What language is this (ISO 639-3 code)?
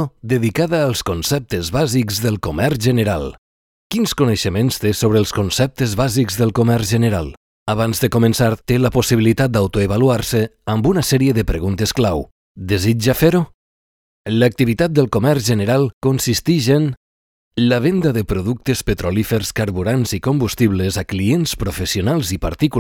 cat